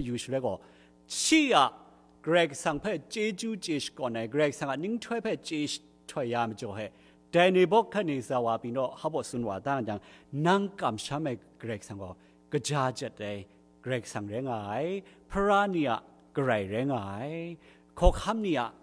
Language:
Kachin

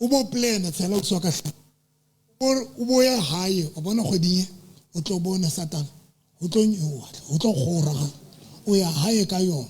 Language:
Southern Sotho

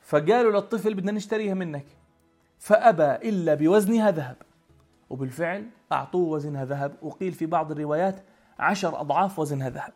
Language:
North Levantine Arabic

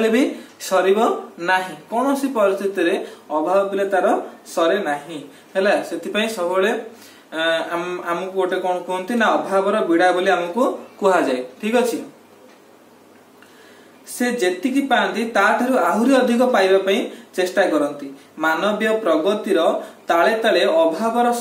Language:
Odia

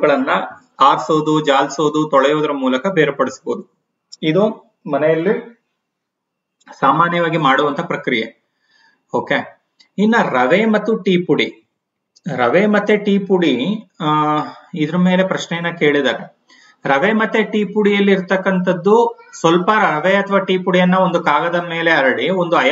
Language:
Kannada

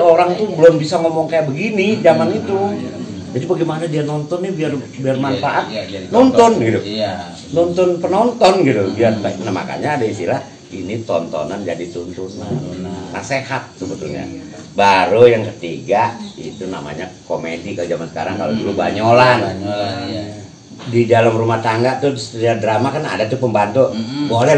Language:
Betawi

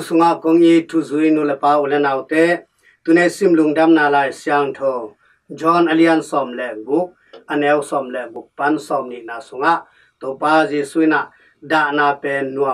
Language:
Tedim Chin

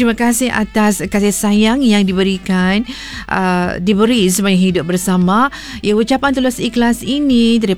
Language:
Malay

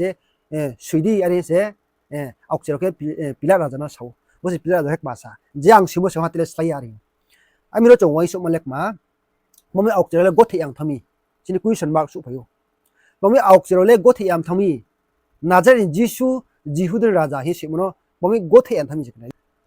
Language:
Riang (India)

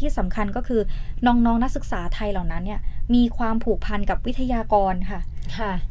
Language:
Thai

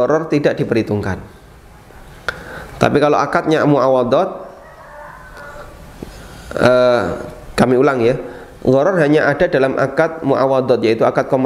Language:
Indonesian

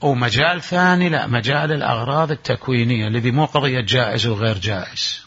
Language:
Mesopotamian Arabic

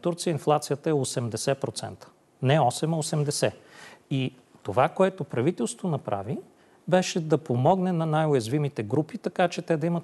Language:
Bulgarian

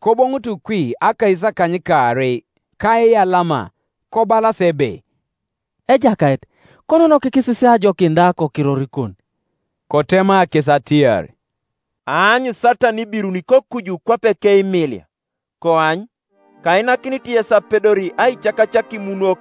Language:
Teso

